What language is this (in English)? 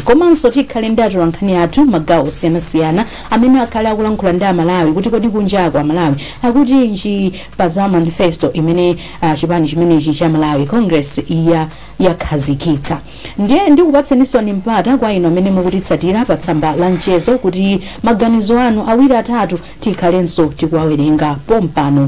Nyanja